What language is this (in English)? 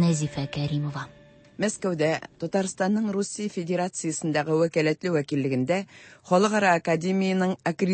Tatar